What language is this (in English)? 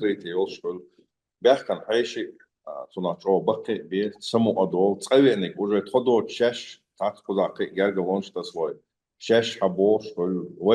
Chechen